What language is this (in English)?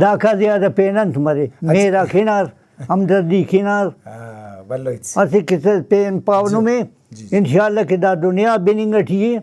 Brahui